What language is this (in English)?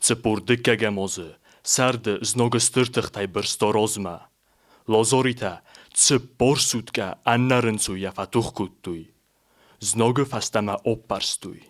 Ossetic